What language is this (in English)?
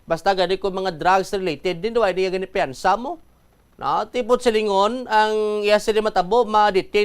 Hiligaynon